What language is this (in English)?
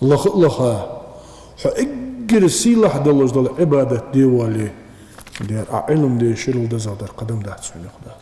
Ingush